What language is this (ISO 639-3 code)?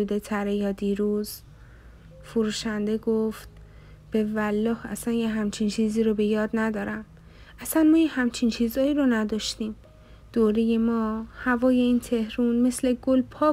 fas